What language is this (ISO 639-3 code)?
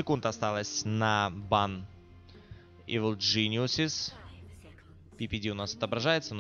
rus